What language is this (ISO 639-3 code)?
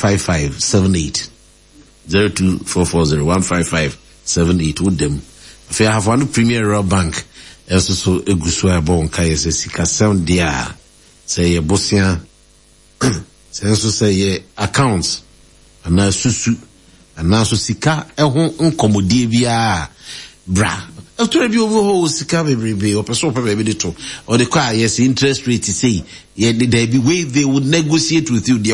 aka